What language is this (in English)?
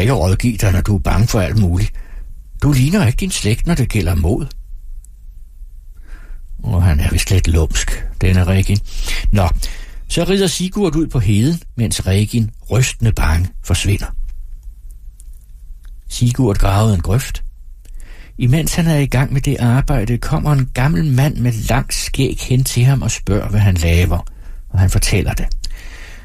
Danish